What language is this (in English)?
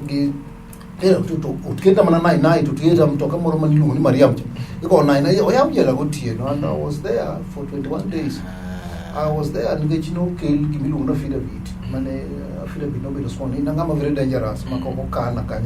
Luo (Kenya and Tanzania)